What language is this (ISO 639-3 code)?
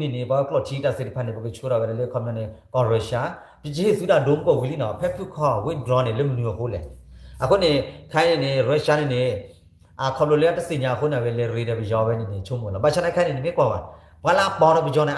ksw